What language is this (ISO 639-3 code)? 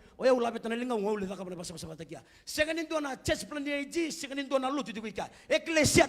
fij